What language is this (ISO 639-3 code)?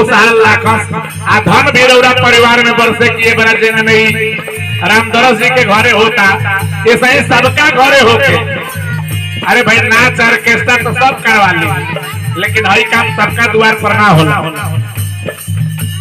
bho